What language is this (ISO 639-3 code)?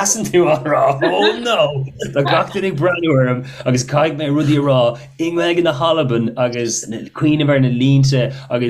gle